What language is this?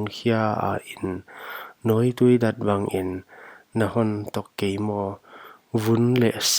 Paite Chin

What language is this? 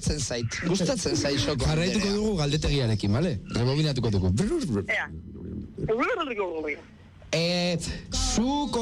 Basque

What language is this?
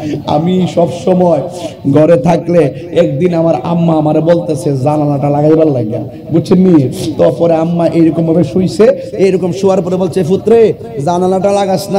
Bangla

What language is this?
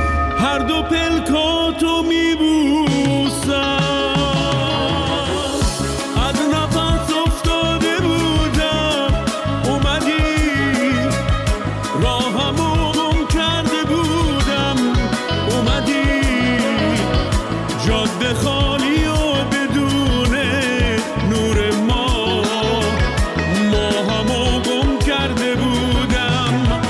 Persian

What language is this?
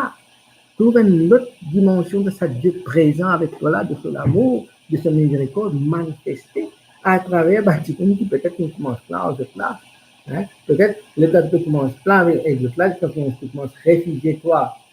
Morisyen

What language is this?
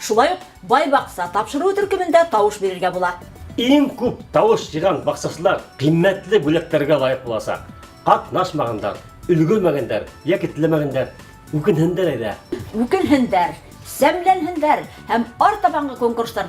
Bashkir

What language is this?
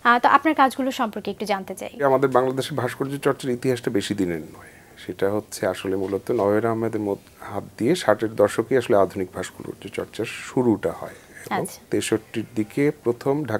Bangla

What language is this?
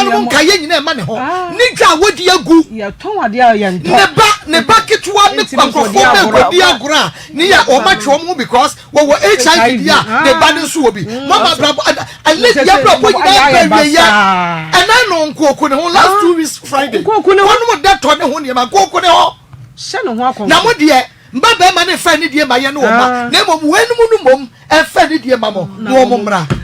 Akan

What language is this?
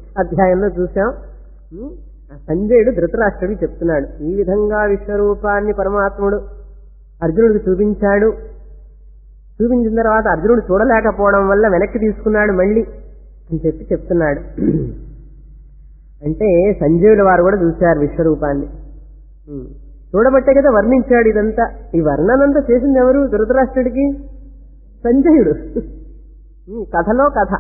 Telugu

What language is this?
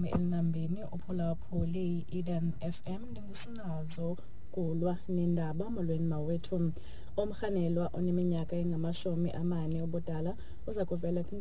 Xhosa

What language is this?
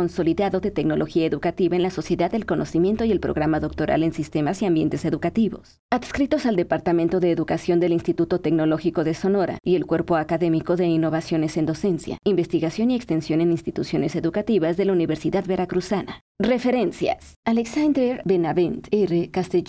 Spanish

